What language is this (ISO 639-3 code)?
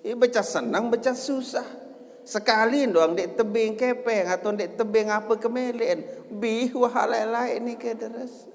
sas